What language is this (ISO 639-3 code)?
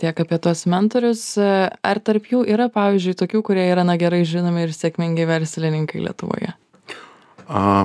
lit